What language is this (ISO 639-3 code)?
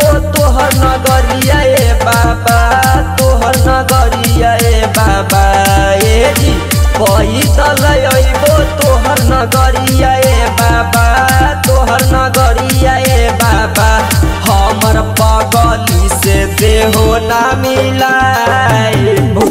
bho